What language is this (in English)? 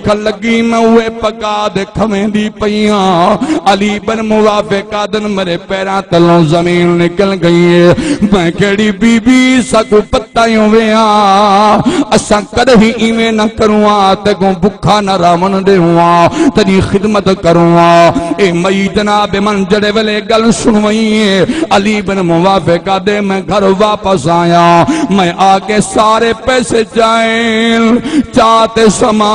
Saraiki